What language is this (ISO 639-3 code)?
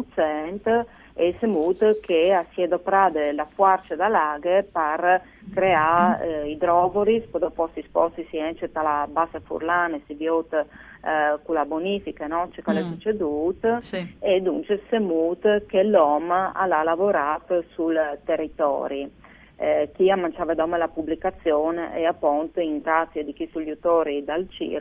fur